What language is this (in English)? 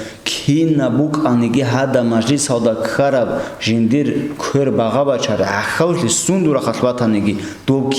Avaric